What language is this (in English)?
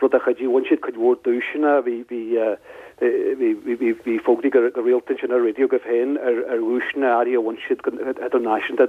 Irish